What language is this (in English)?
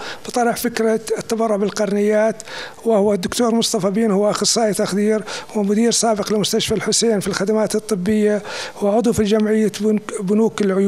North Levantine Arabic